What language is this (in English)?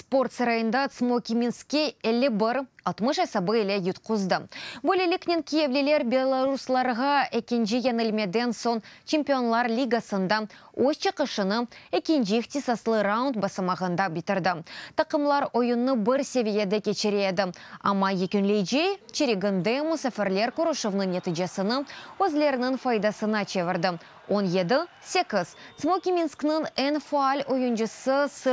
Crimean Tatar